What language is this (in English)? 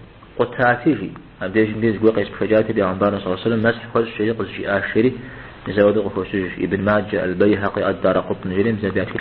Kabardian